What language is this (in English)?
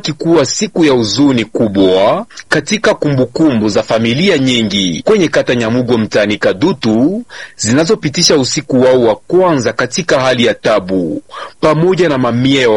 Swahili